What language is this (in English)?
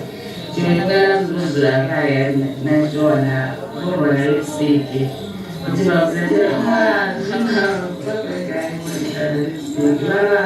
Venda